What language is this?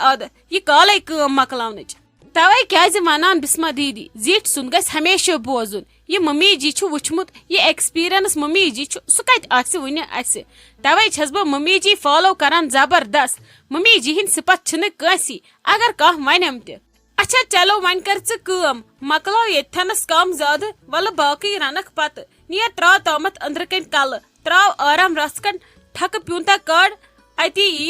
Kashmiri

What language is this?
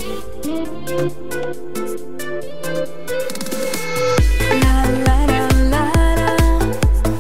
Kazakh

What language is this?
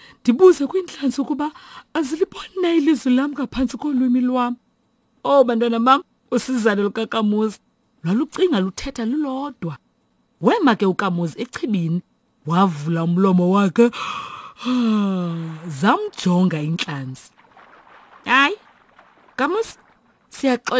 Xhosa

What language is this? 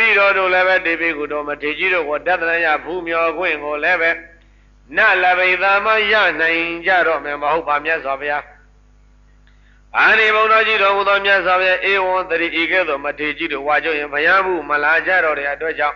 Burmese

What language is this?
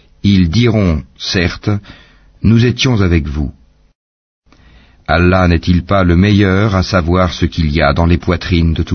French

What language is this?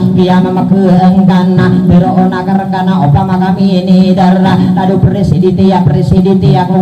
Maranao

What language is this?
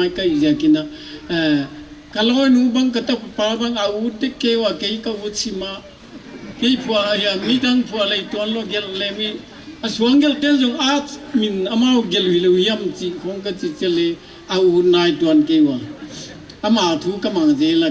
Paite Chin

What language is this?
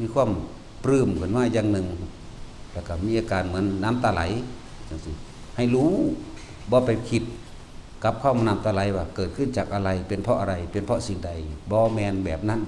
Northeastern Thai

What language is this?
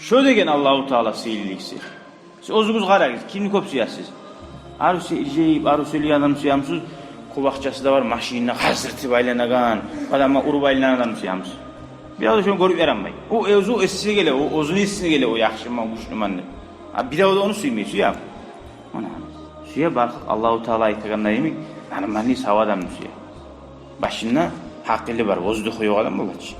Kumyk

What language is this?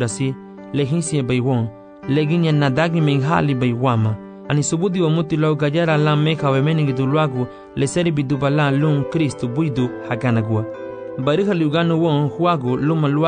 Garifuna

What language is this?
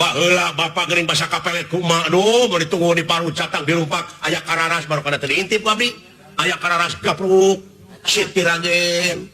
Sundanese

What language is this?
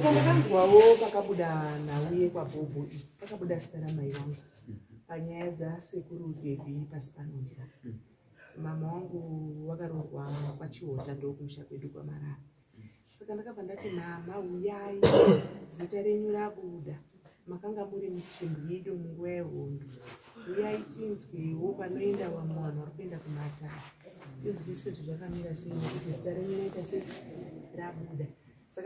Shona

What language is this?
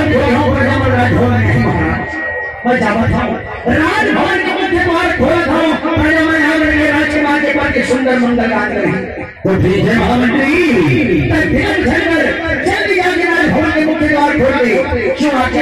Chhattisgarhi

